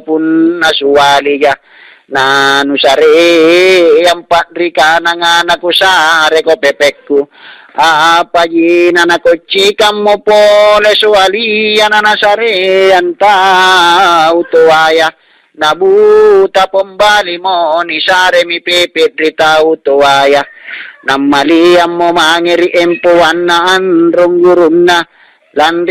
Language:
Makasar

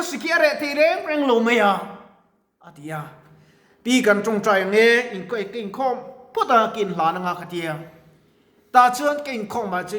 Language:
Mizo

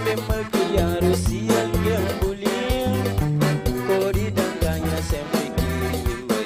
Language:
Kabuverdianu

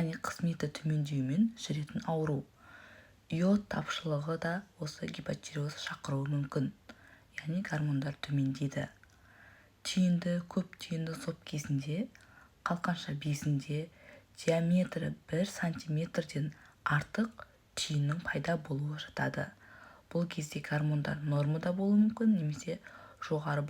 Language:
Kazakh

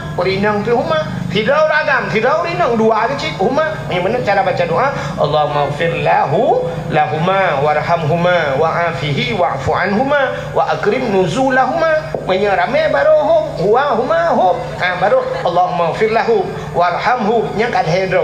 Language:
Achinese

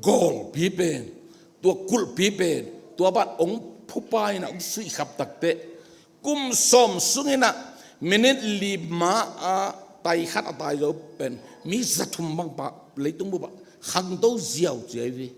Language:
Tedim Chin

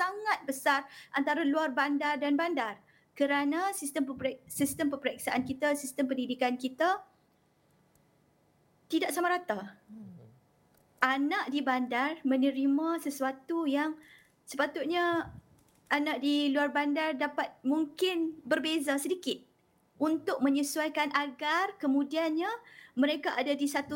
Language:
Malay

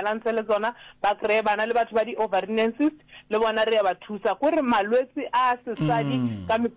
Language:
Northern Sotho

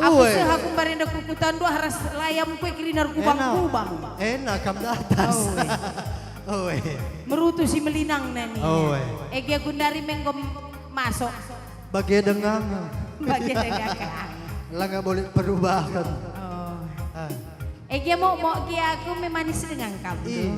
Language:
Batak Karo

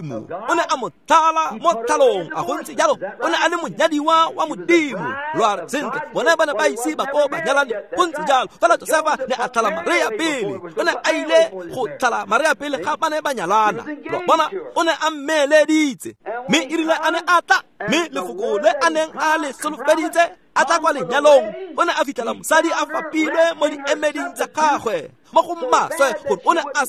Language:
Tswana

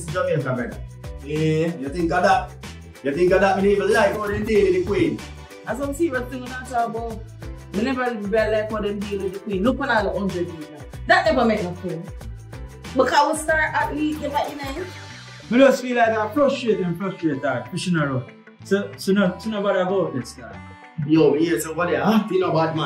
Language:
Jamaican Creole English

